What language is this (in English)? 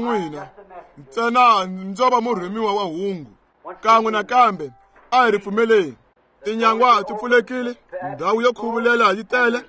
Tsonga